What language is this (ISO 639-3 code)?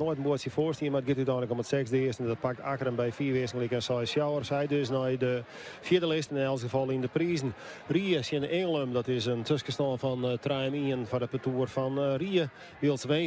fry